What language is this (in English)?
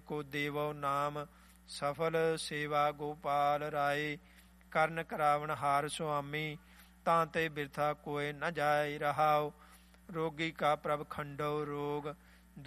Punjabi